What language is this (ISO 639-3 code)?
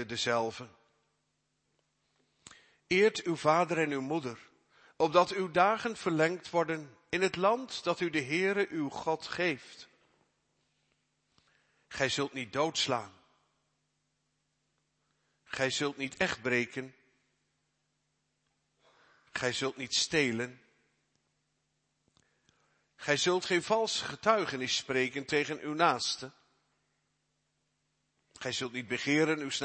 nld